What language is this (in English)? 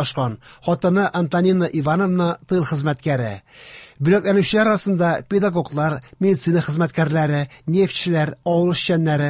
Tatar